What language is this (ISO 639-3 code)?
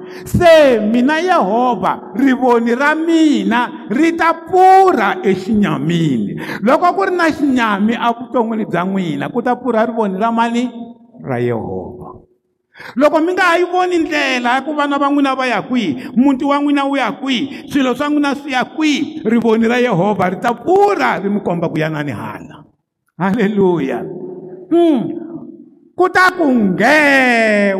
tso